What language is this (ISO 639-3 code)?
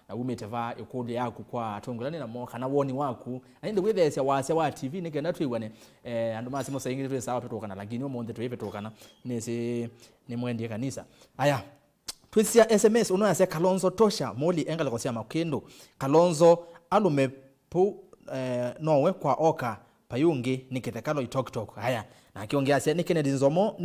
kam